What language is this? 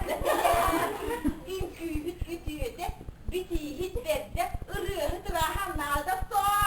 Yakut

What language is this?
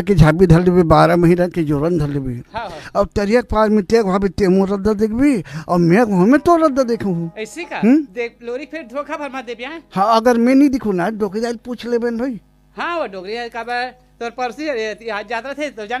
Chhattisgarhi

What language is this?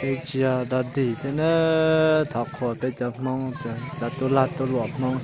Hmong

